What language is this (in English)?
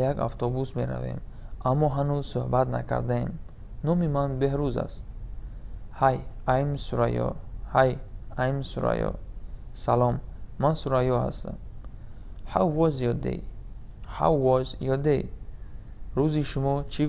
Tajik